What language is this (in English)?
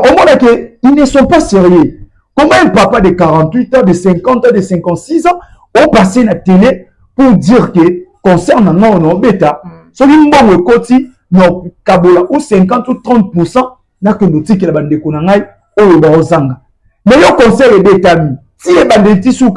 Lingala